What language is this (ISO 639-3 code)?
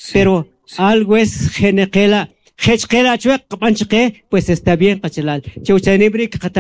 quc